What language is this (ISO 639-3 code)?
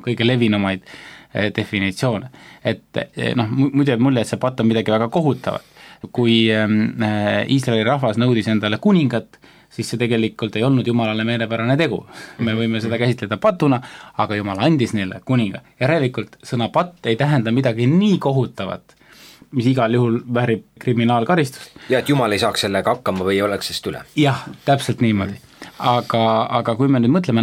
est